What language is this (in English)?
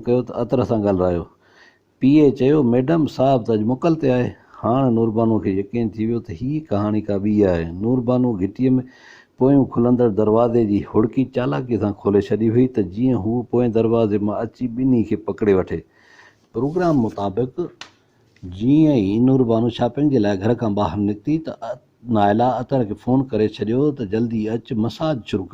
Sindhi